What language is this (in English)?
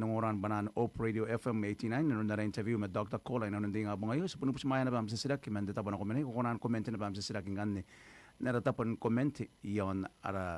Gilbertese